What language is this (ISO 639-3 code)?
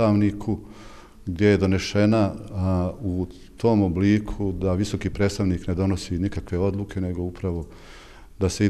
bos